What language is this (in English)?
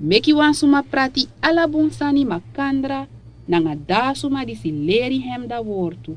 Sranan Tongo